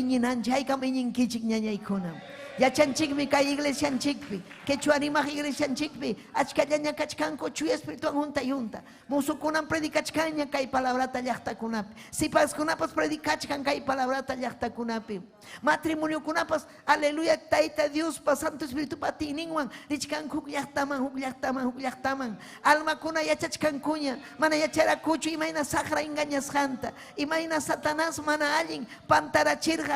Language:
Ayacucho Quechua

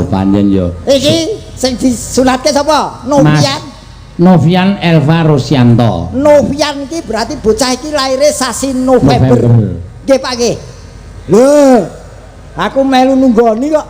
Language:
Javanese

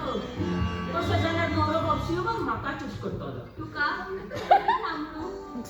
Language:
Konkani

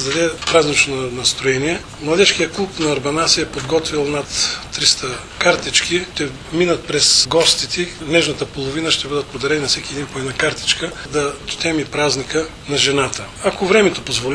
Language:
Bulgarian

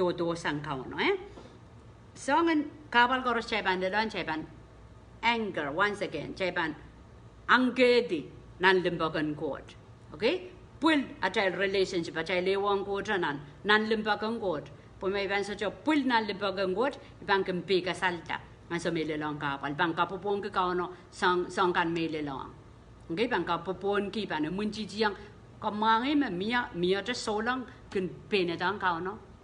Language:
Pohnpeian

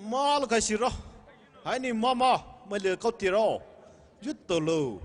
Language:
Poumei Naga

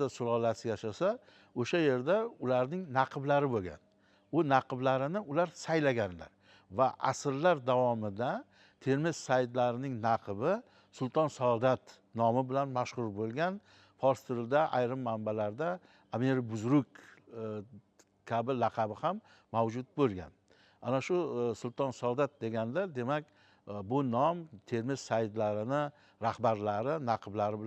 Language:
Uzbek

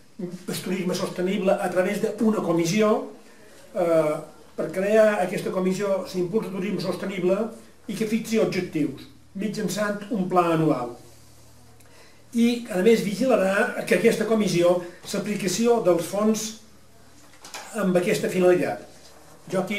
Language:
Catalan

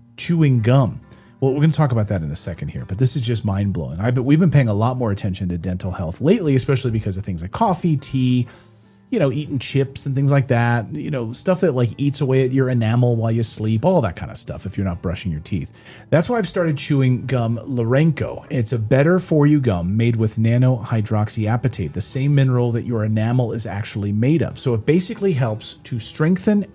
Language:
English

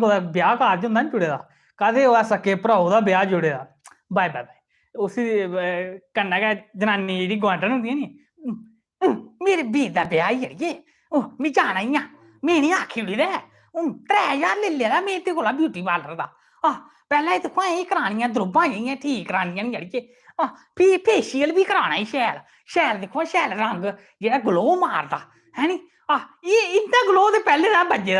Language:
Dogri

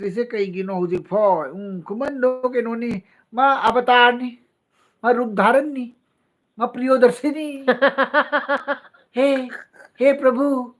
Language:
Manipuri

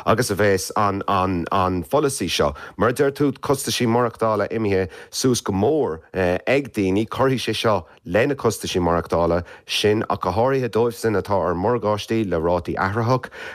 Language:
Irish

